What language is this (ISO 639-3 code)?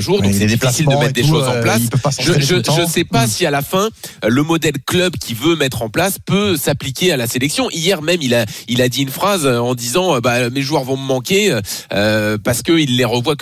fra